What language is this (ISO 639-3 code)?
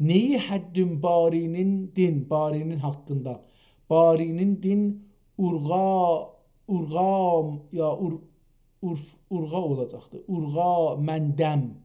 azb